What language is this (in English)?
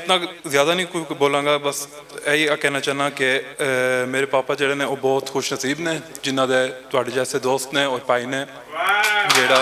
Western Panjabi